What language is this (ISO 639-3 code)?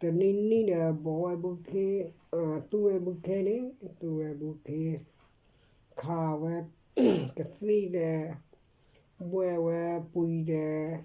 ksw